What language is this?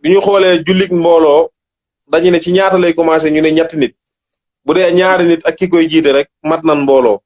Wolof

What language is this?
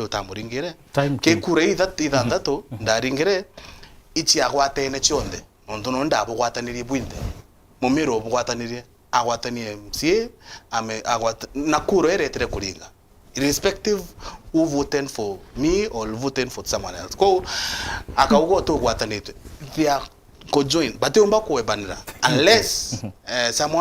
Meru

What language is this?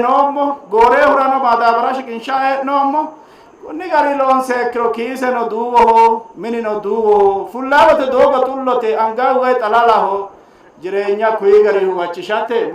Sidamo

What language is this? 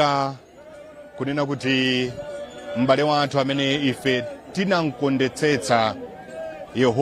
Nyanja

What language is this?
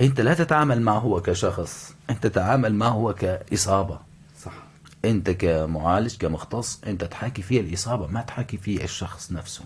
North Levantine Arabic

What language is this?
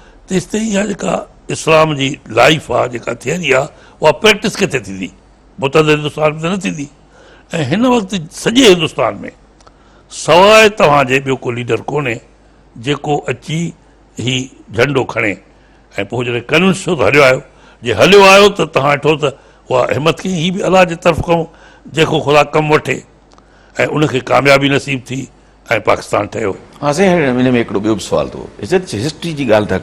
Sindhi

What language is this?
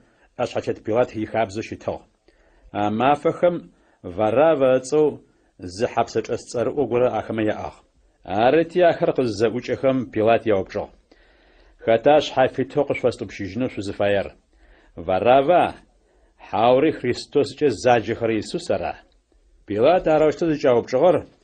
Adyghe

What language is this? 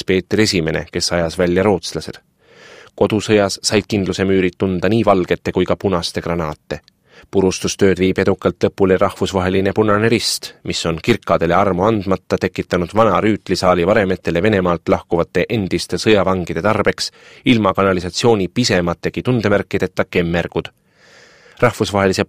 Estonian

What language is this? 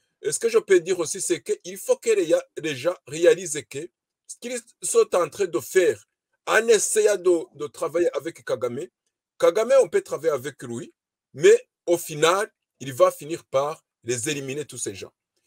French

